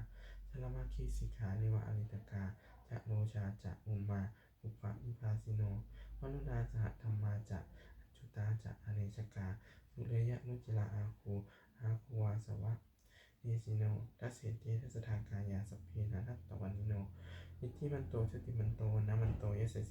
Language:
Pali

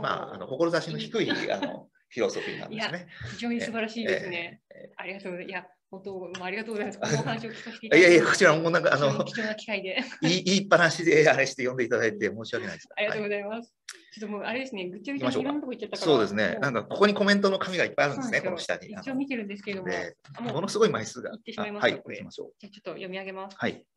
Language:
Japanese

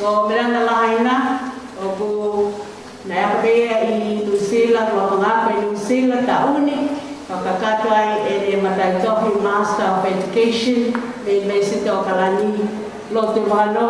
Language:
Tongan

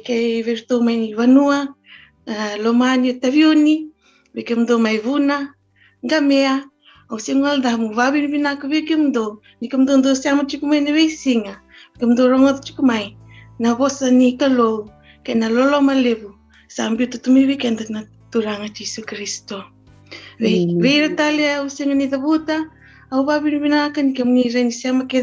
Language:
Fijian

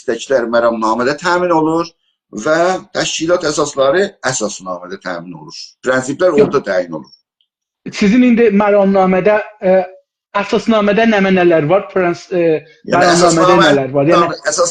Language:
South Azerbaijani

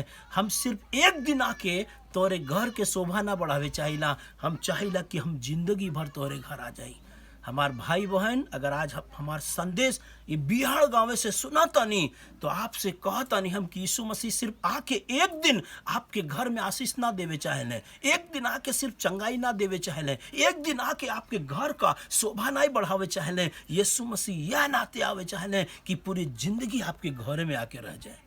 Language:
Bhojpuri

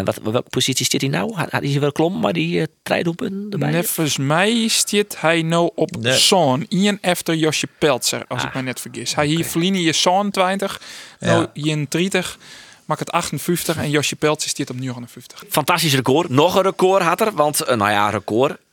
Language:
Western Frisian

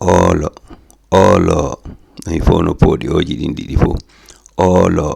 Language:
Fula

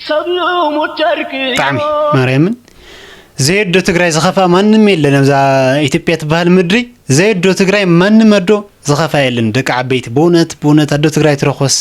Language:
Tigrinya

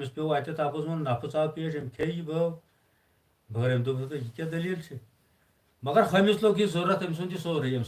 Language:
Kashmiri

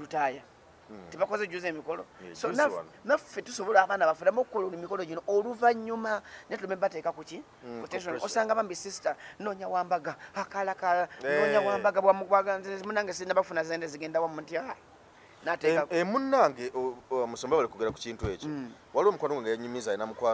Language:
Ganda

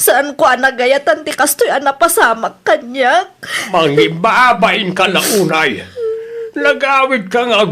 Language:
Iloko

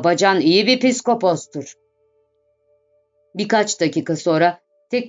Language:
Turkish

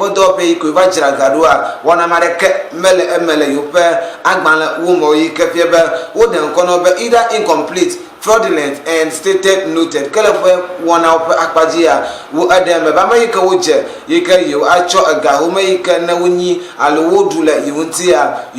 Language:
Ewe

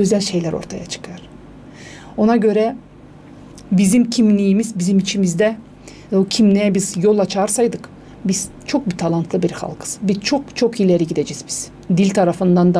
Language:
Gagauz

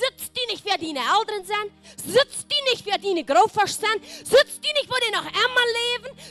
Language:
Plautdietsch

